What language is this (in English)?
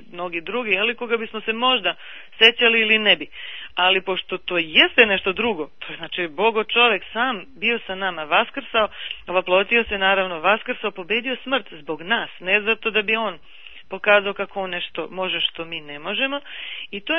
Serbian